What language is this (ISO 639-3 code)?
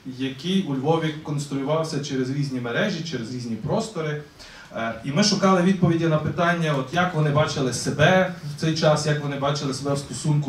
ukr